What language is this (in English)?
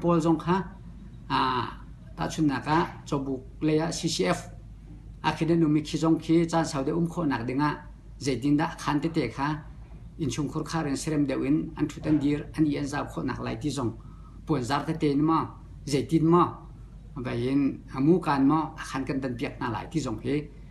Hakha Chin